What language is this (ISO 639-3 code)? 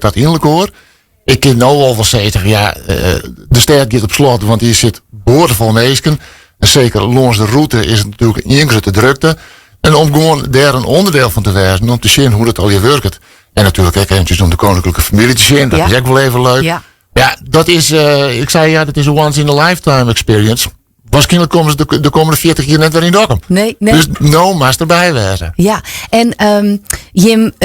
fry